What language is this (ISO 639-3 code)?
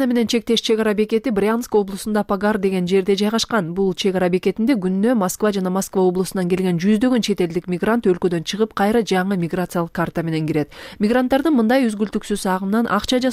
kir